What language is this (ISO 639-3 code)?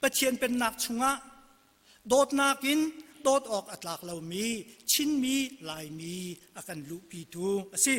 cnh